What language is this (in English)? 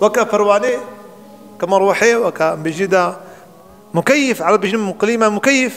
Kurdish